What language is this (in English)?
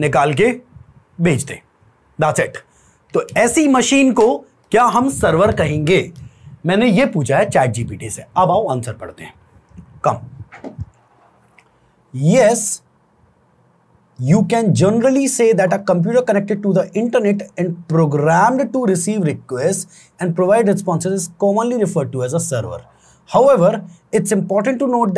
Hindi